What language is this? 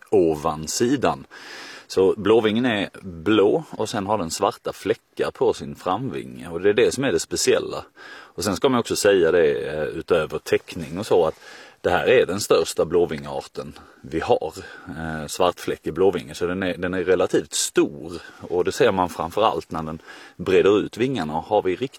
Swedish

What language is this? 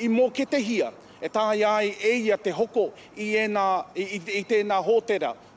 Māori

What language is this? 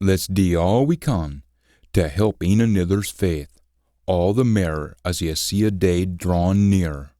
Scots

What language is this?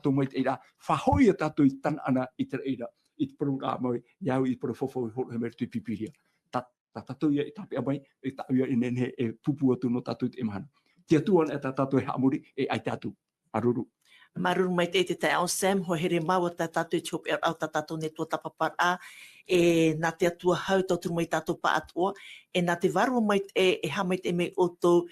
Tahitian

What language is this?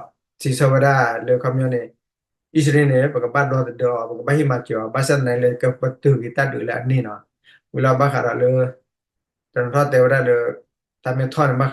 S'gaw Karen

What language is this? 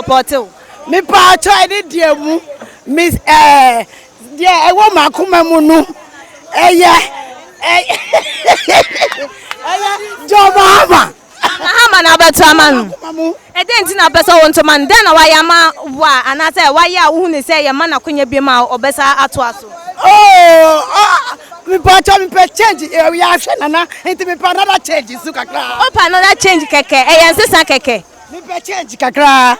Akan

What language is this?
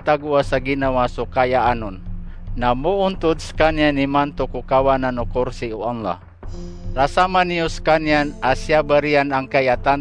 Maranao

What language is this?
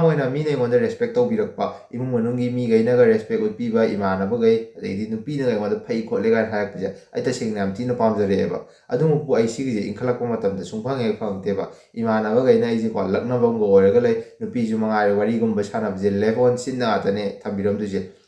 Manipuri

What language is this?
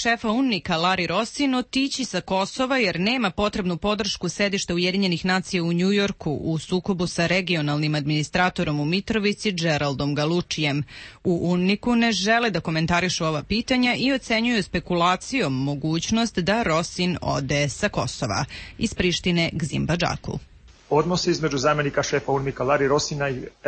Serbian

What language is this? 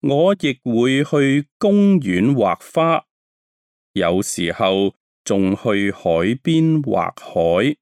Cantonese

